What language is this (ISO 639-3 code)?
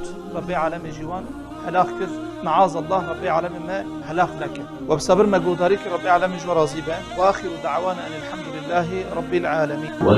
kur